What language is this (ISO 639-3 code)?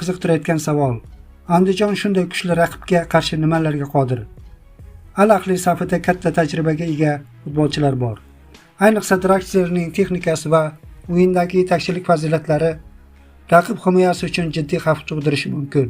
uzb